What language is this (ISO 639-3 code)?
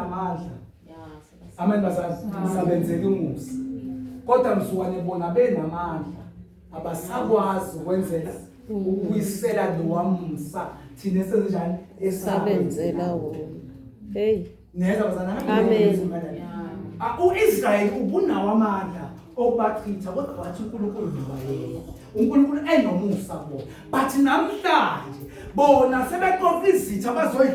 zul